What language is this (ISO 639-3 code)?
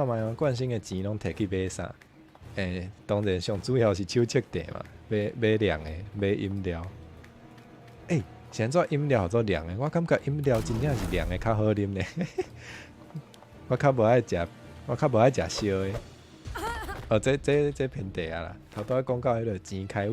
nan